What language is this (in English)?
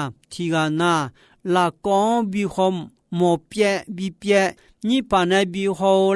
Akha